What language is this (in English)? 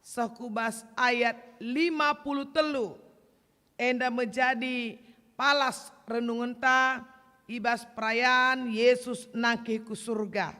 Batak Karo